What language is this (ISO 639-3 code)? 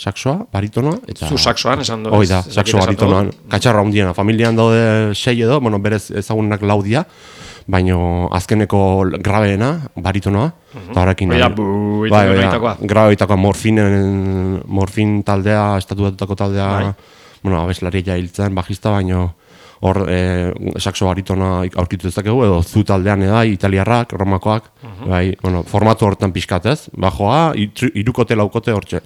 eus